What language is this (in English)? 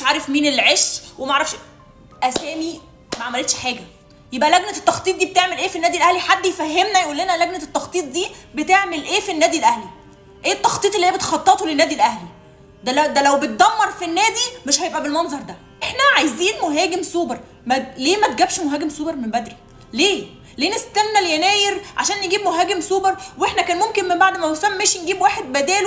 Egyptian Arabic